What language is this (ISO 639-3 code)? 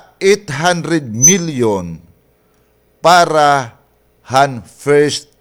war